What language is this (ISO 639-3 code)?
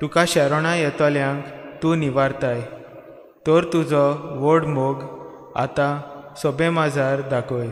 kok